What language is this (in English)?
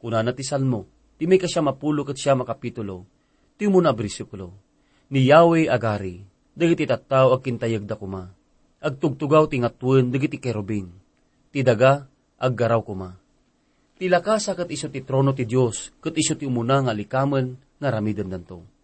Iloko